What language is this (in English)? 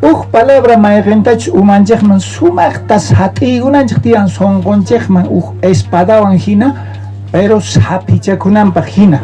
South Bolivian Quechua